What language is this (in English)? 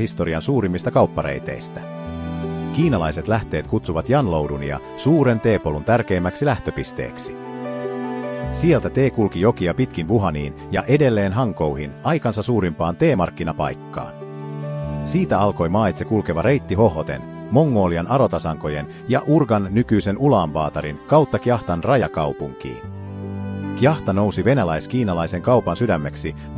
Finnish